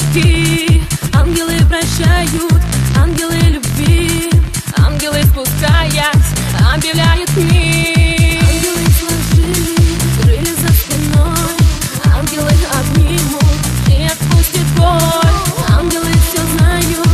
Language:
Russian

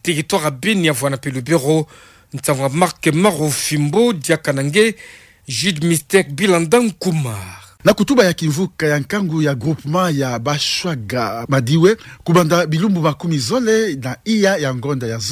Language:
Kituba (Democratic Republic of Congo)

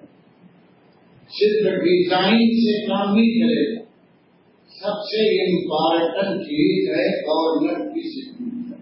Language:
Urdu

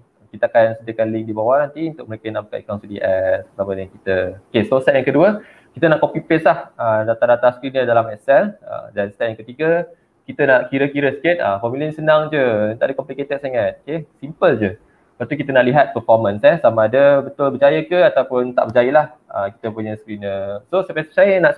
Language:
Malay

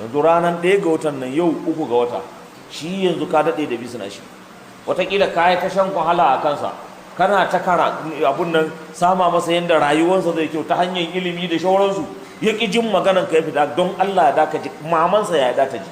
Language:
Hausa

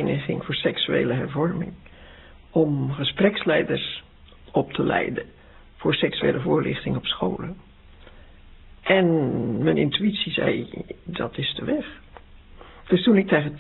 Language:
Dutch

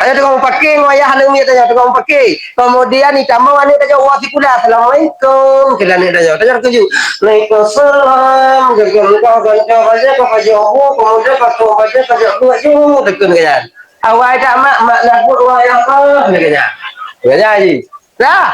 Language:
Achinese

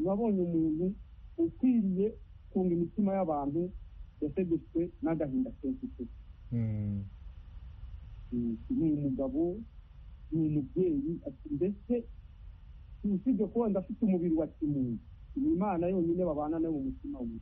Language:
Kinyarwanda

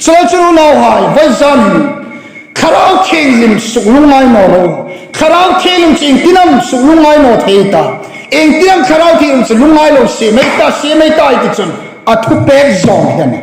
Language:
Hmar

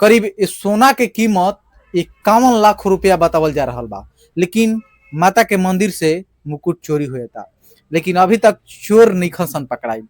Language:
Bhojpuri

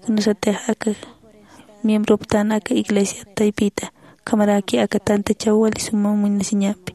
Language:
Aymara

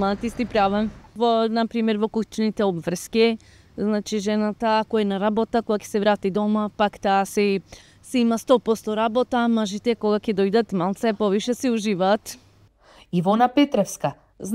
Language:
Macedonian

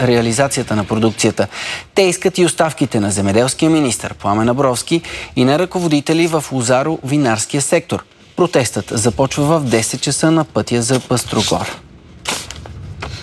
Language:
Bulgarian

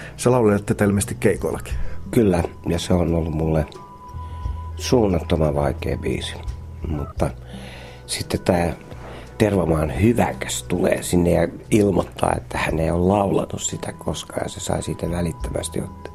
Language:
Finnish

